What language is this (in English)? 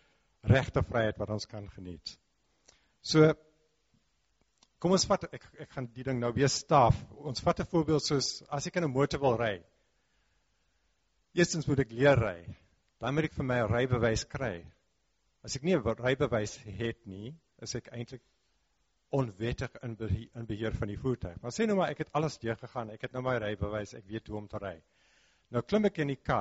Afrikaans